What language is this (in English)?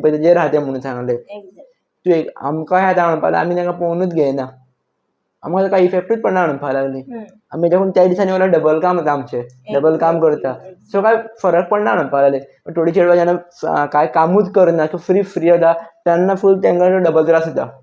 Konkani